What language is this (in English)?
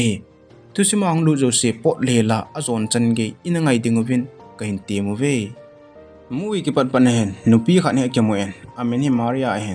Thado Chin